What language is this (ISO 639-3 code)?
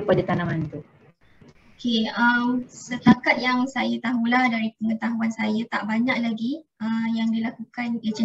msa